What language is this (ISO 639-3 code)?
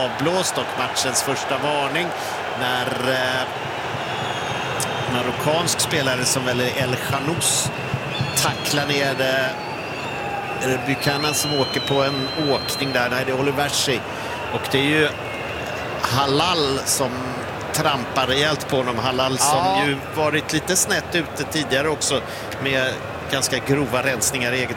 swe